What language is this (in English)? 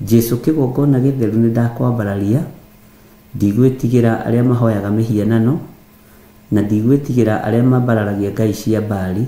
Kikuyu